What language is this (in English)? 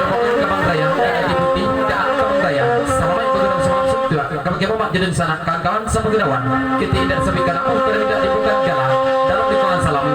Minangkabau